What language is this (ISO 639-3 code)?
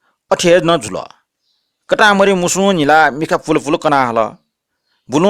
new